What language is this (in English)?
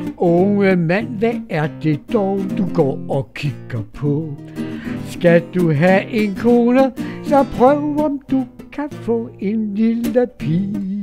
Danish